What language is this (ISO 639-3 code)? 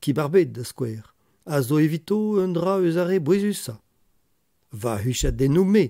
bre